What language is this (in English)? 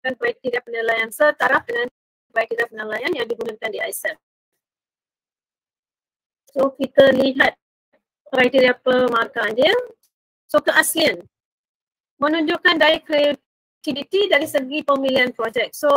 Malay